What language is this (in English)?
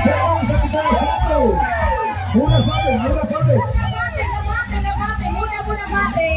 Tetum